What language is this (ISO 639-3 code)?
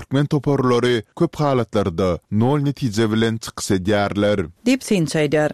tuk